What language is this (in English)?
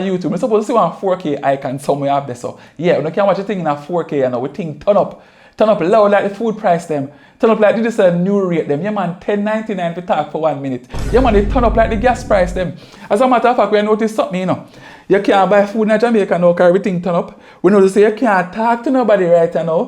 Jamaican Creole English